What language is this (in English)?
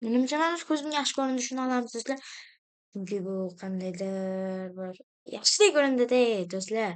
Uzbek